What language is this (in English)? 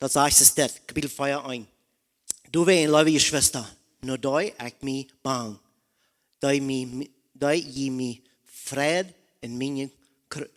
Plautdietsch